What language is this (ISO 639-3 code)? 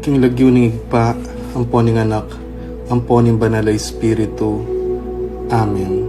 pam